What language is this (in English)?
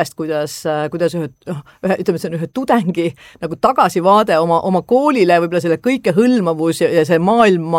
Estonian